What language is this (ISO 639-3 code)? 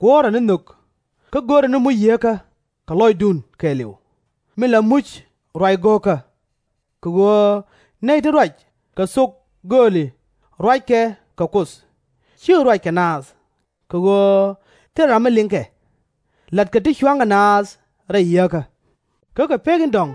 nus